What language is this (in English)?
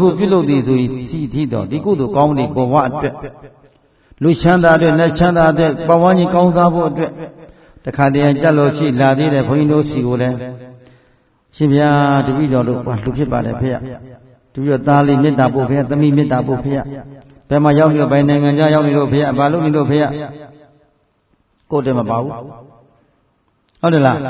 Burmese